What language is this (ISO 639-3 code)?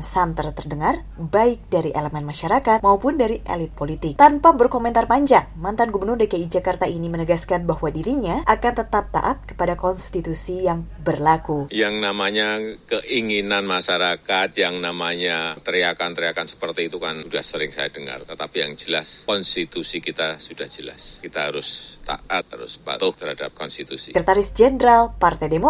ind